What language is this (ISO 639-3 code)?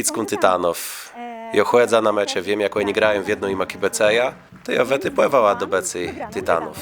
csb